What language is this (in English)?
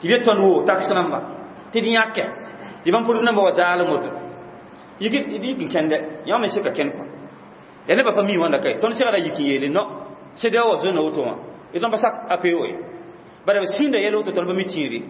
Mossi